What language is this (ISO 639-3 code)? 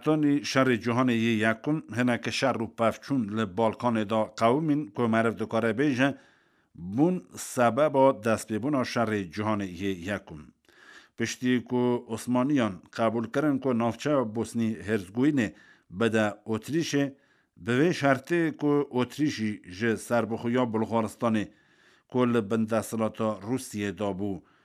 kur